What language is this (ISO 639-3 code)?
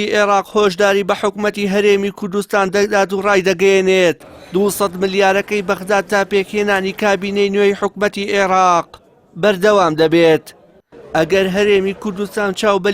ckb